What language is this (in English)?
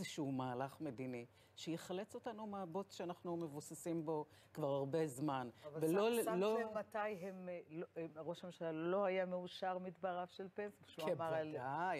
Hebrew